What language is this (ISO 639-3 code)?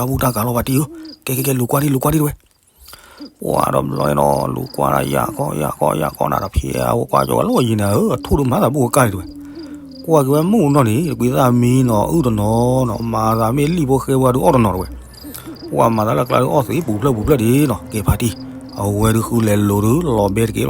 ksw